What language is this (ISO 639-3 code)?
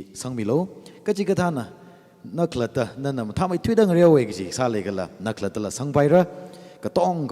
nmf